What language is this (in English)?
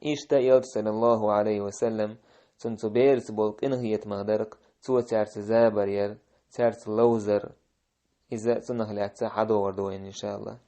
Chechen